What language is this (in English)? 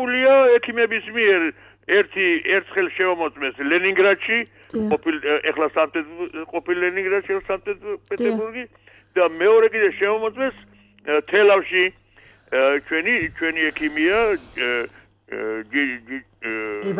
Georgian